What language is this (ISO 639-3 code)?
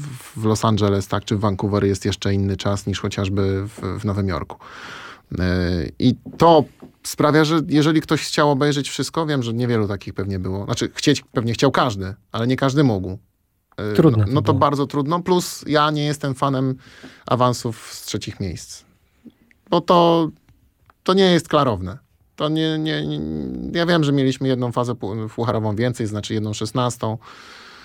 pol